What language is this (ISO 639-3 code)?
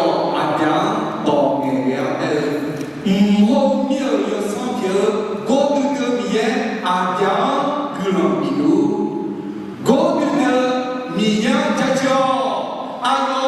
ahk